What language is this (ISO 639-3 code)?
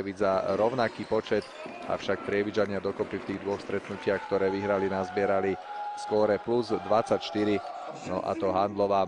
slk